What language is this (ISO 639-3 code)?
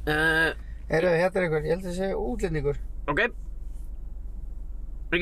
isl